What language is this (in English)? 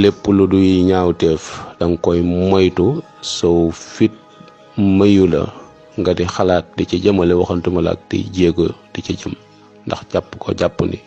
Wolof